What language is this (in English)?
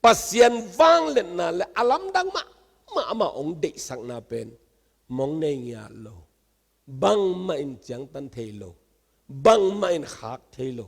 Tedim Chin